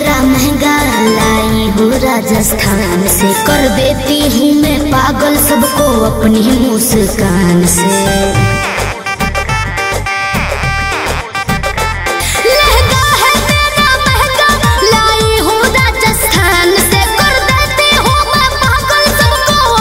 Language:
Bhojpuri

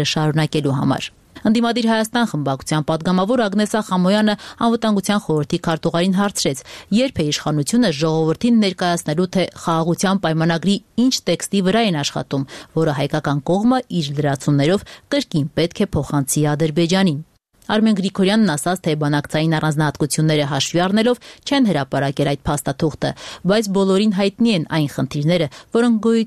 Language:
Armenian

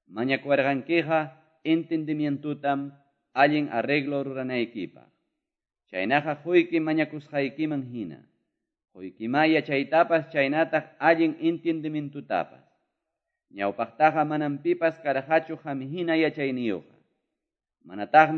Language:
Quechua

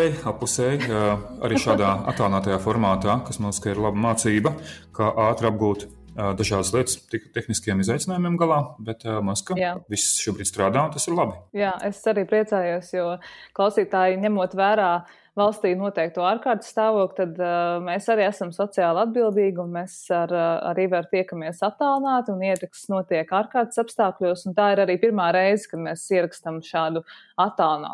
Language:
Latvian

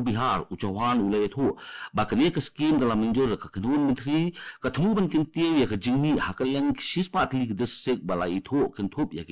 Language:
Khasi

